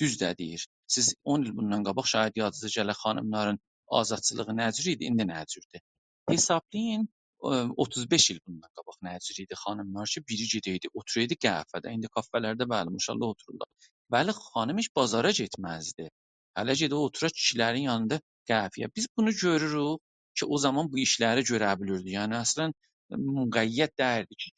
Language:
South Azerbaijani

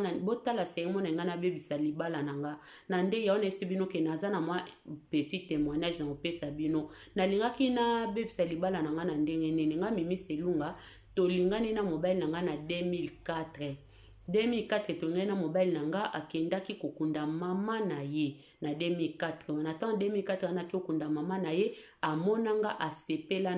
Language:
Lingala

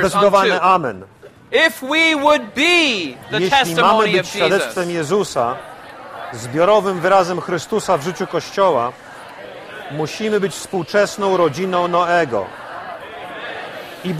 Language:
Polish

